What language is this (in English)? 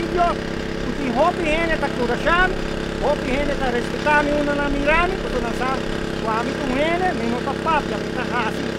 Papiamento